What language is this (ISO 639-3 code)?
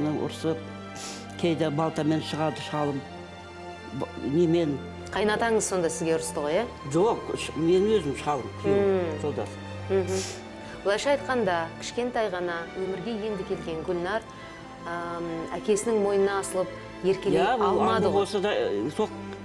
kaz